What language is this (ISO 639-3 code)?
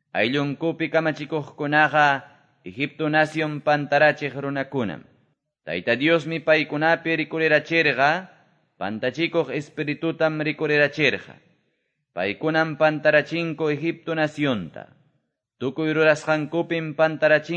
que